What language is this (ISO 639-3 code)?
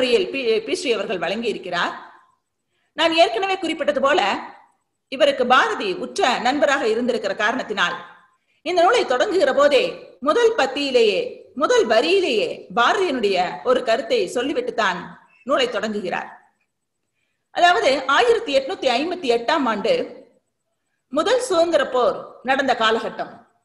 tam